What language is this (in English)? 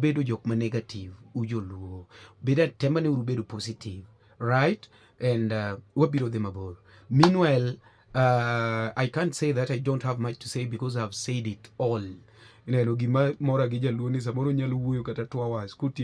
Luo (Kenya and Tanzania)